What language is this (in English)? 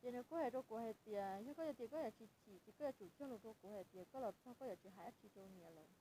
Hmong